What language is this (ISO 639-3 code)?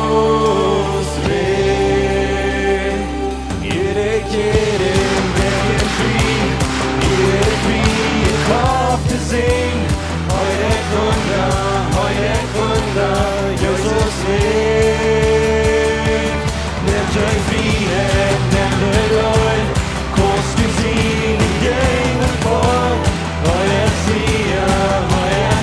pdt